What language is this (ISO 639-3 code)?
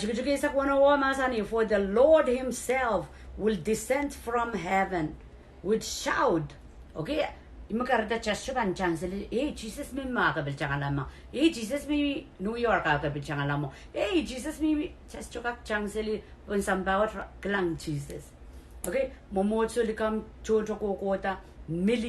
pon